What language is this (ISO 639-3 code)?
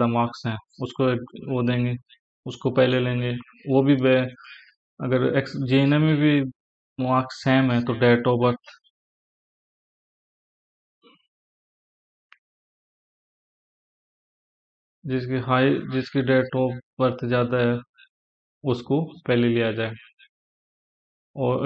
hin